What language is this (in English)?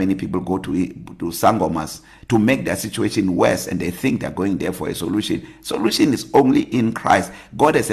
English